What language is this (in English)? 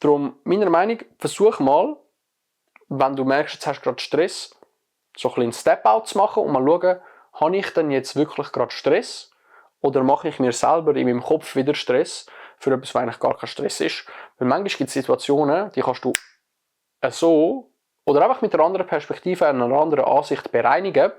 Swiss German